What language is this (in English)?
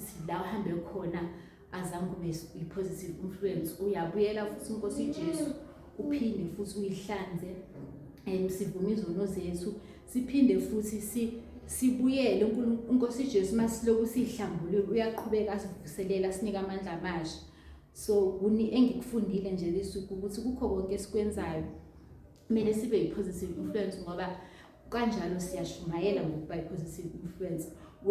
Zulu